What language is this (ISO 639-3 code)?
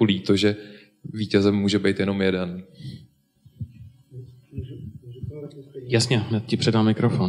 ces